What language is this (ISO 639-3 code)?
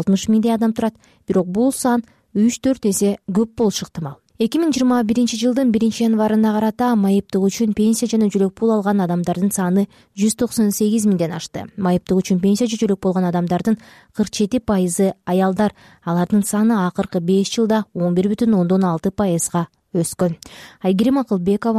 kir